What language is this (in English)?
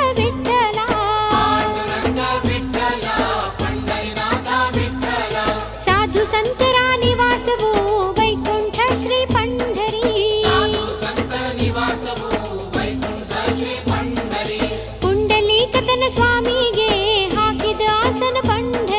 Kannada